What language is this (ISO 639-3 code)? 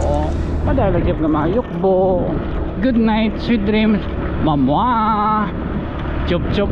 war